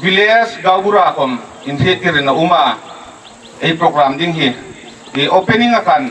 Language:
Hmar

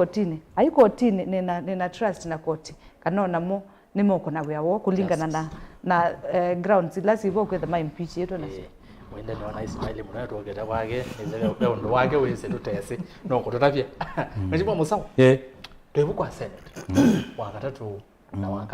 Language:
Kamba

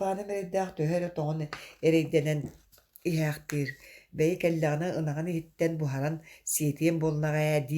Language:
Yakut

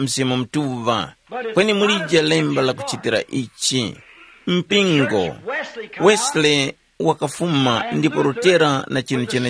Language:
Tumbuka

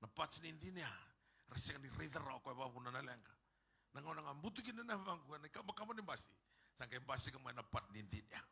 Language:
Fijian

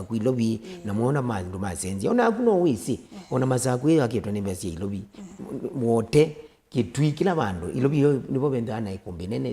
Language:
Kamba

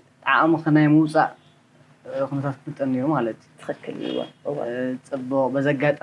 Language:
Tigrinya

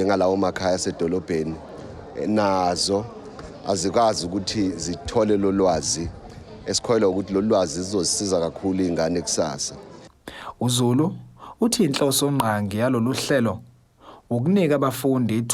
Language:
Zulu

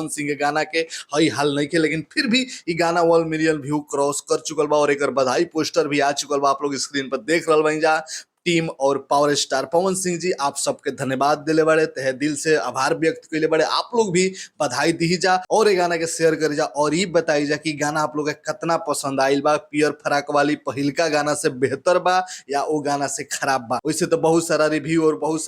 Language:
Bhojpuri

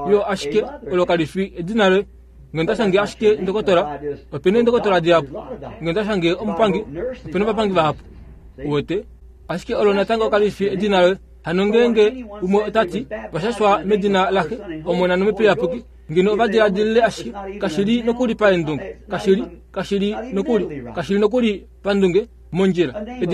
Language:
Kuanyama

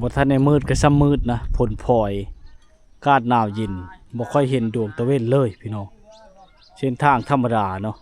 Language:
Lao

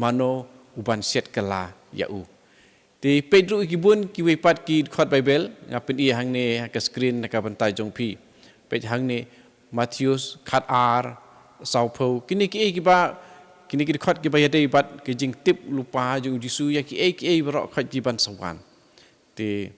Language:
Khasi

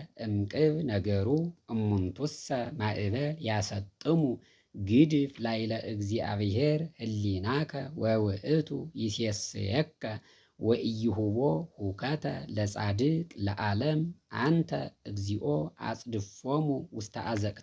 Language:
Geez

